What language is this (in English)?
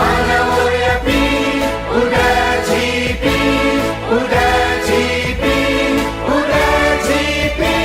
Newari